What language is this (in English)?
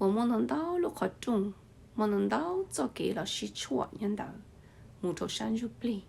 Hmong